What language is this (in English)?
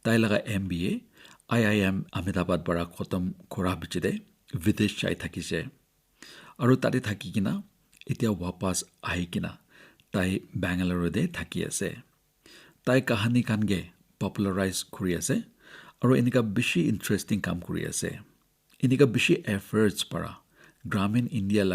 Naga Pidgin